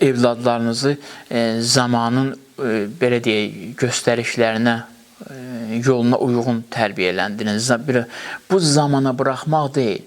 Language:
Azerbaijani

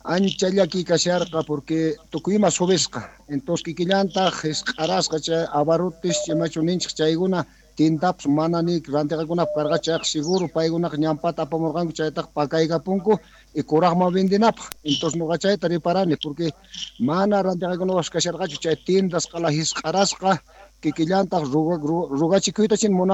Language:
South Bolivian Quechua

